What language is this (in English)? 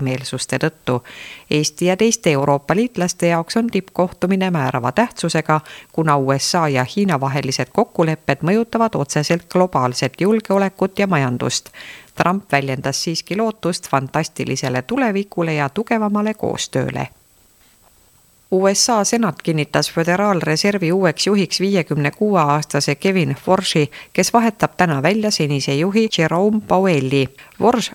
Estonian